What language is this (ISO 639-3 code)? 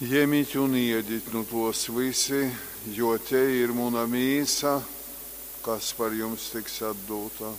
ltg